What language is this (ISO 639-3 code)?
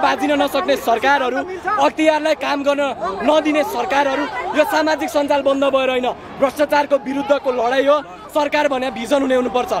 nep